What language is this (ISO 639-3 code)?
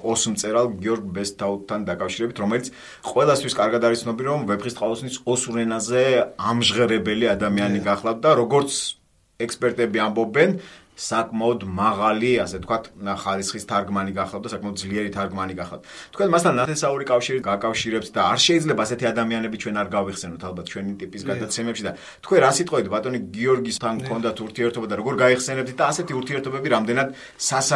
kat